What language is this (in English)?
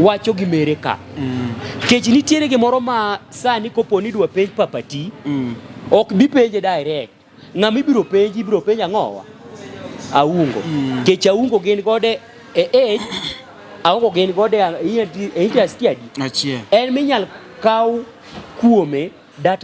Luo (Kenya and Tanzania)